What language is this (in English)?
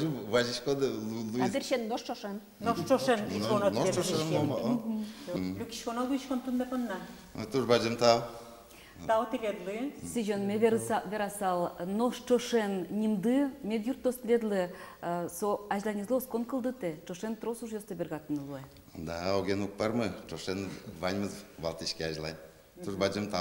Udmurt